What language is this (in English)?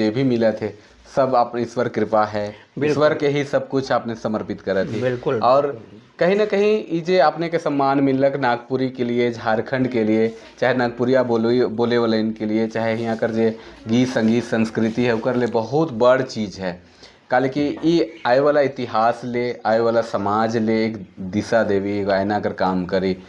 Sadri